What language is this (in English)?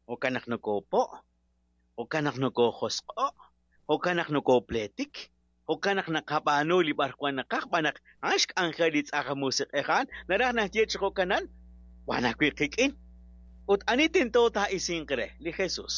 Kekchí